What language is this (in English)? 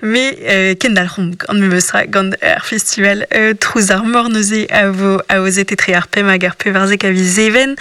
Breton